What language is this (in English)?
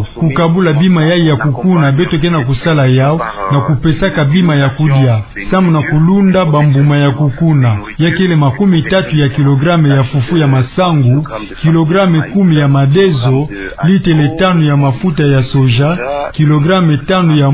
Kituba (Democratic Republic of Congo)